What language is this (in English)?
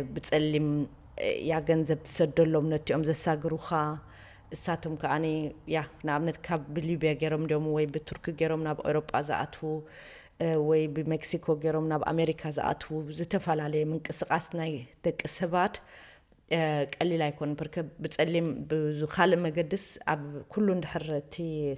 Tigrinya